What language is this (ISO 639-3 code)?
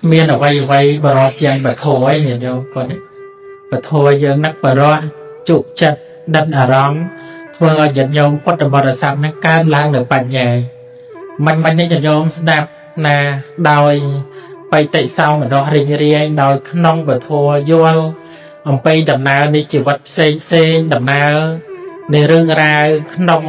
khm